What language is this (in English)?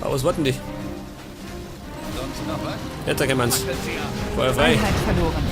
Bavarian